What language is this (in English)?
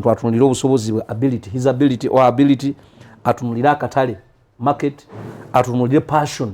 Ganda